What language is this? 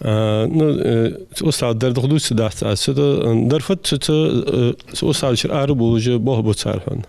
Ingush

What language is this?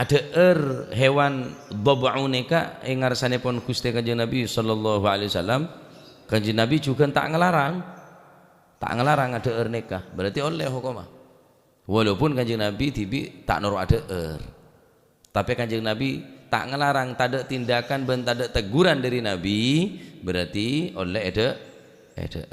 Madurese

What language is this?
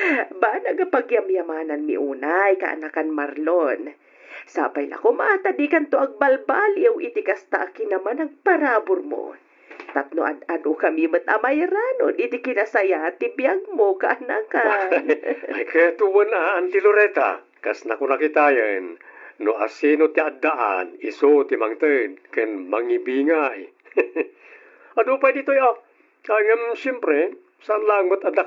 Iloko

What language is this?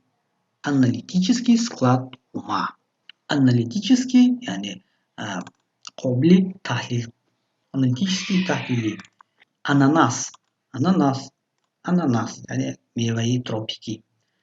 Tajik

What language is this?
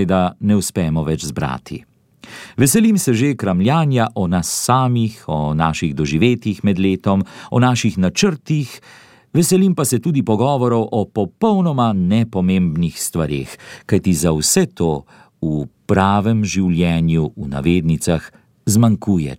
Slovenian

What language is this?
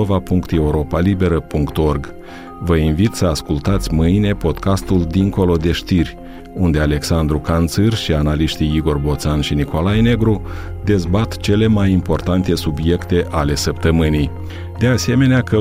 Romanian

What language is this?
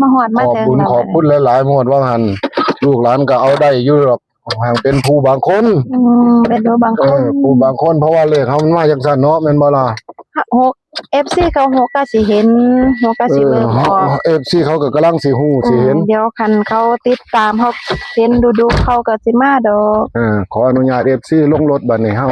Northeastern Thai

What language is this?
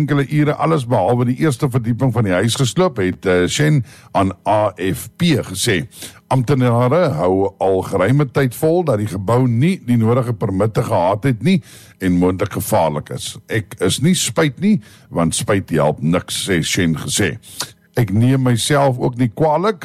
Afrikaans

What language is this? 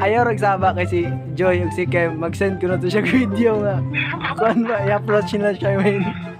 Cebuano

